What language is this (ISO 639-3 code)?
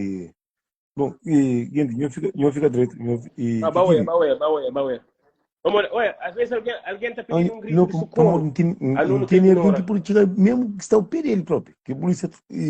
kea